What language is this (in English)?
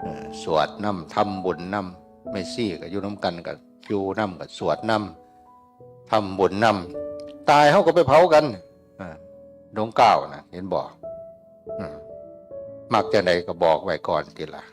Northeastern Thai